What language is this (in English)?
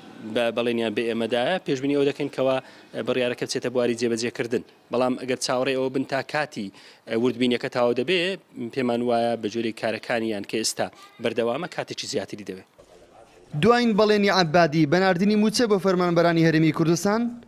Central Kurdish